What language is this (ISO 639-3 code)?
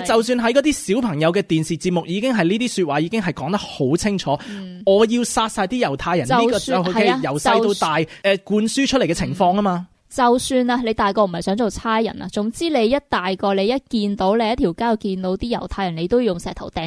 yue